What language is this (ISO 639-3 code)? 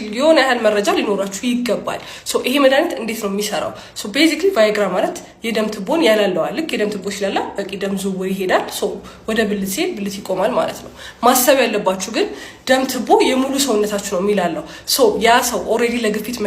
amh